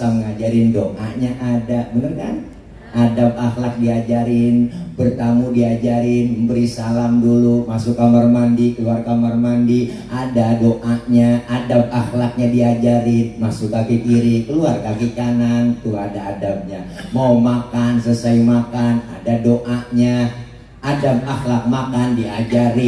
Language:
Betawi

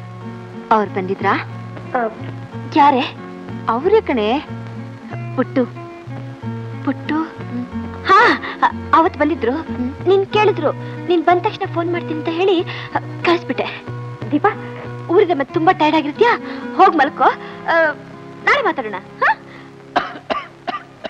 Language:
Kannada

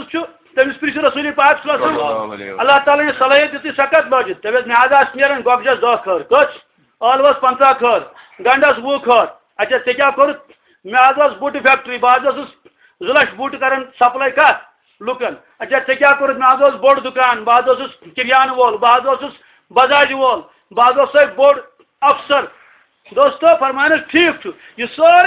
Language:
Kashmiri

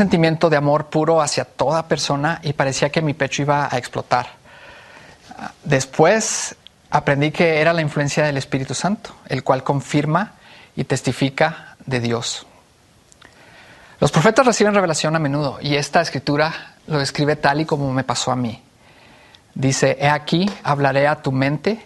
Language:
Spanish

